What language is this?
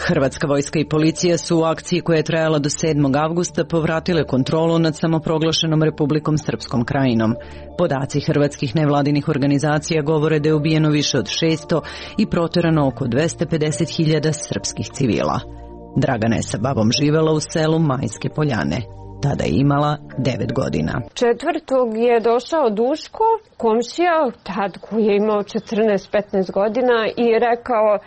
Serbian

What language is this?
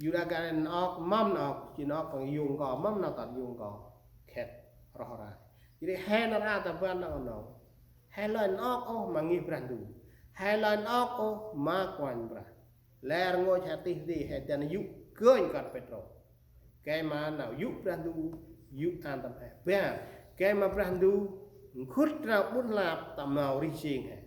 Central Mnong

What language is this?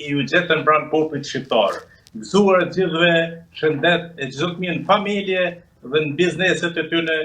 Albanian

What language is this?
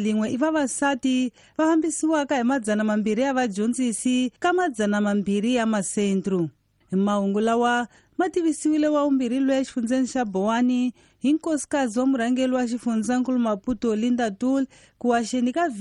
Tsonga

